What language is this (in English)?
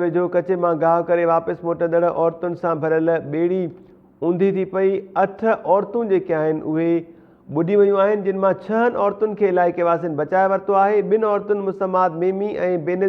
Sindhi